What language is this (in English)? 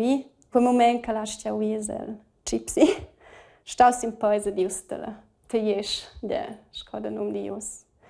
Romansh